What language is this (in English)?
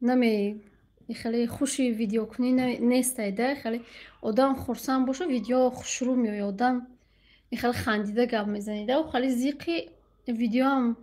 Tajik